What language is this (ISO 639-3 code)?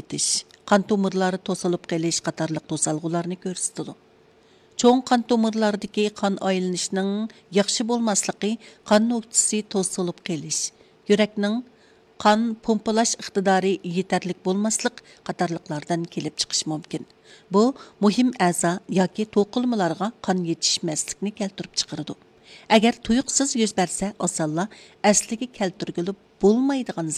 uig